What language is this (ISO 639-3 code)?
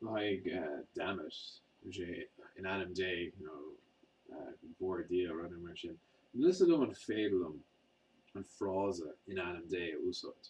gle